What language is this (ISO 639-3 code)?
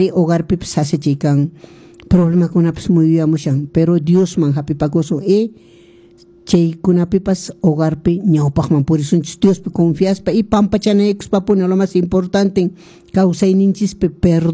que